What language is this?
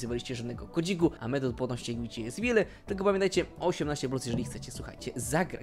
Polish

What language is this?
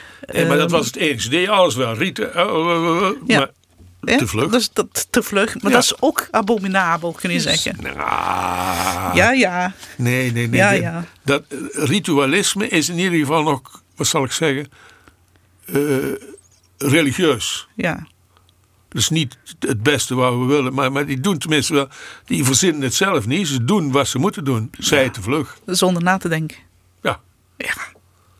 Dutch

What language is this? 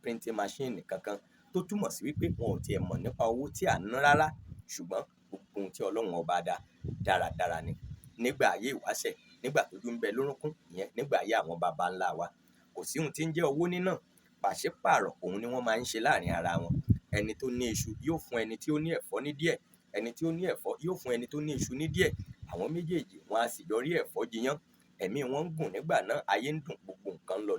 Yoruba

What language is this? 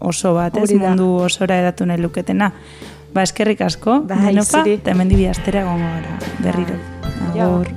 Basque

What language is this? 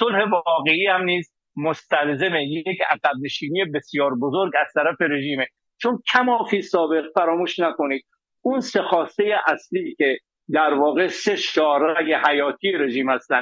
Persian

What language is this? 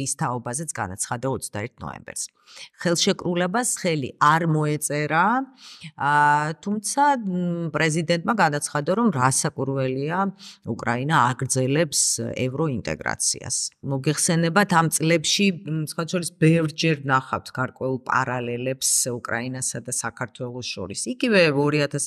Georgian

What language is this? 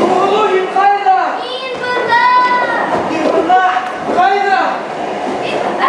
Bashkir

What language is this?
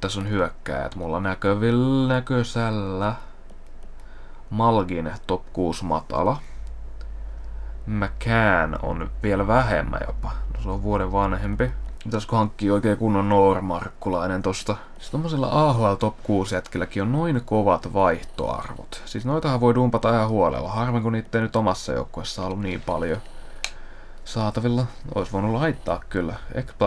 Finnish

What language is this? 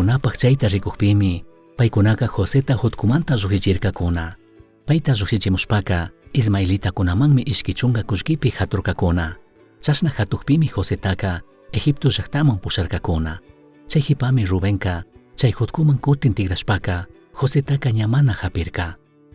Chimborazo Highland Quichua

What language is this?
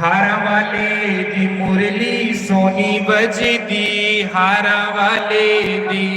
Dogri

